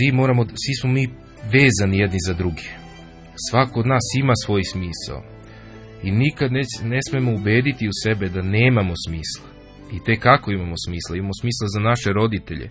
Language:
Serbian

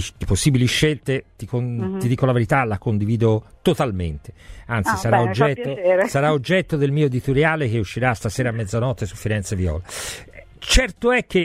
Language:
Italian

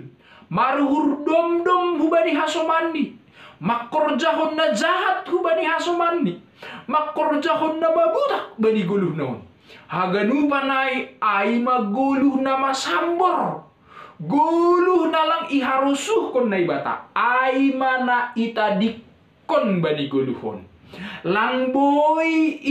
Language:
Batak Simalungun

